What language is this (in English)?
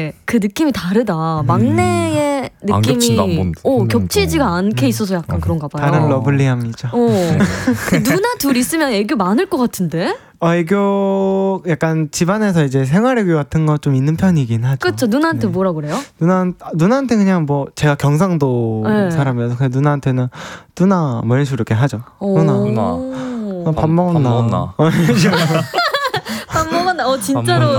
Korean